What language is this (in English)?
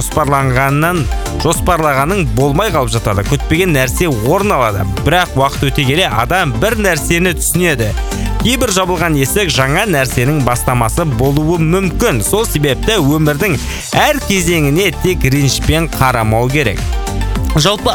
Kazakh